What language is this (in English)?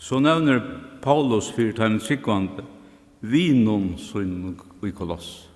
Faroese